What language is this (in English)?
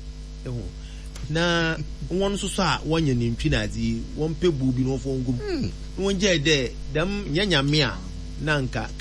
Akan